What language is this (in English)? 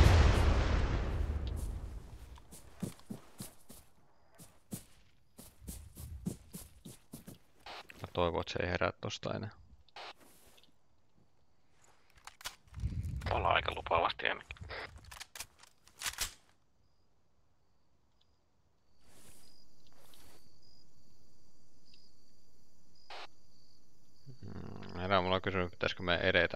Finnish